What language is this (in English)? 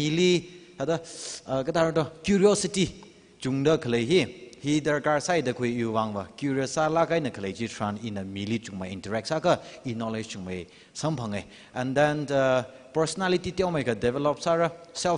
Tangkhul Naga (India)